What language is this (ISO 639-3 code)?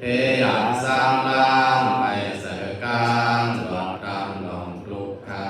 shn